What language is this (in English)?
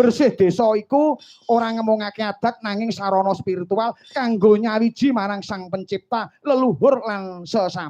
Javanese